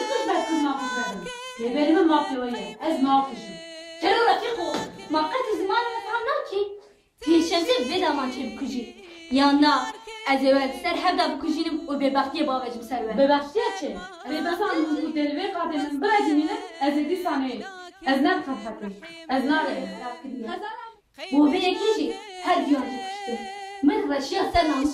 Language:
Kurdish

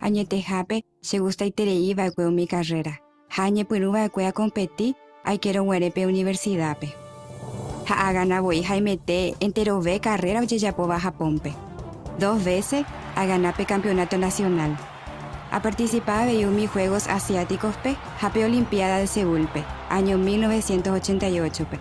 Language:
Guarani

